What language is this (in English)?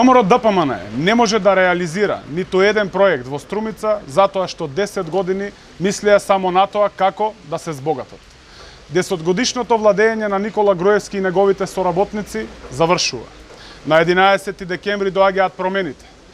Macedonian